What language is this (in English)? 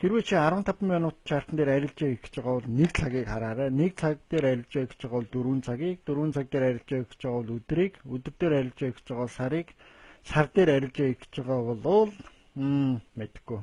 Mongolian